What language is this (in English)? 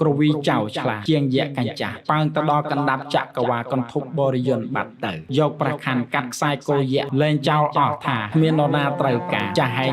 Khmer